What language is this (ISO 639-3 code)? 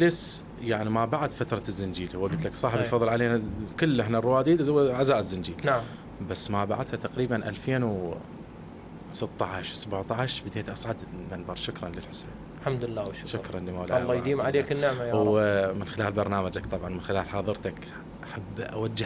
acm